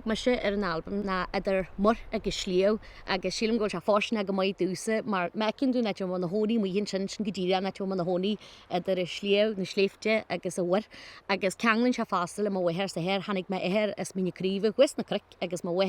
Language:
Irish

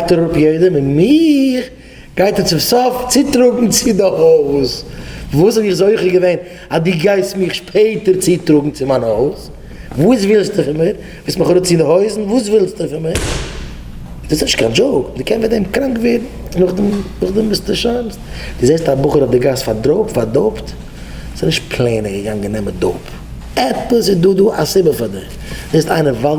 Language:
Yiddish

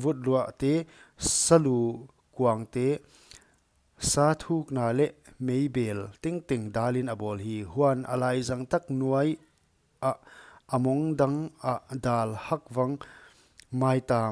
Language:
Paite Chin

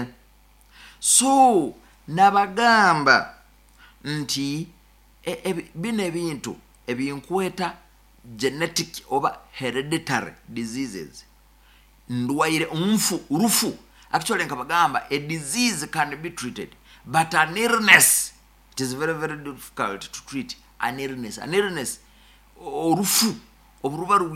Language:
Nyoro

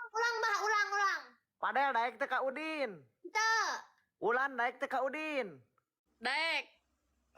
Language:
Sundanese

